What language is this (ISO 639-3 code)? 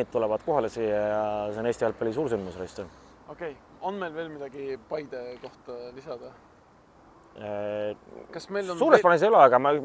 est